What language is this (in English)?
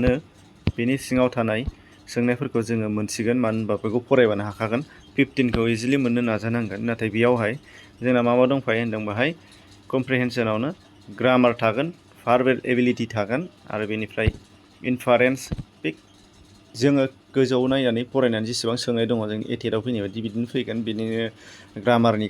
Bodo